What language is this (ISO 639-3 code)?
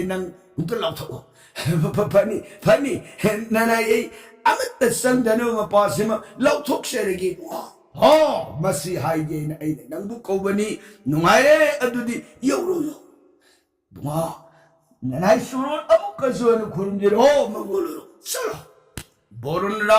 mni